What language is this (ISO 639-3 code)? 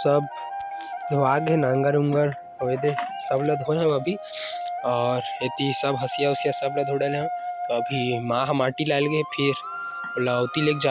hne